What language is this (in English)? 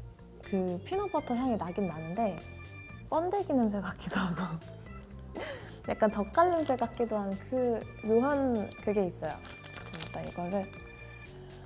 Korean